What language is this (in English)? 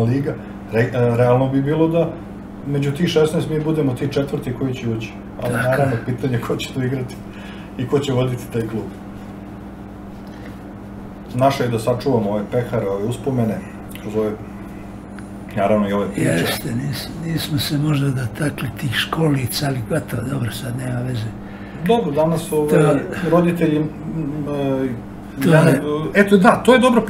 Serbian